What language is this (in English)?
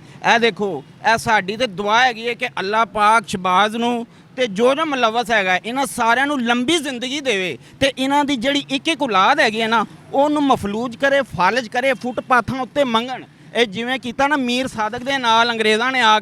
Western Panjabi